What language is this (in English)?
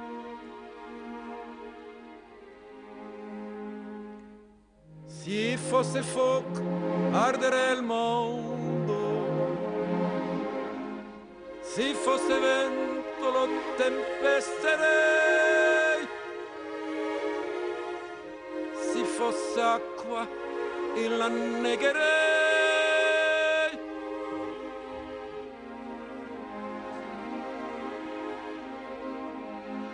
French